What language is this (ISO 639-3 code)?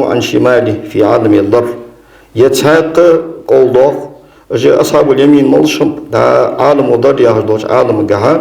inh